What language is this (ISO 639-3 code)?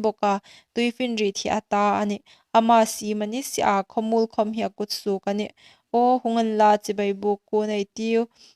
hmr